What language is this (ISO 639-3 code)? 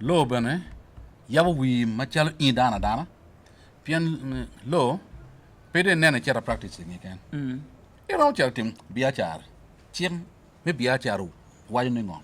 ach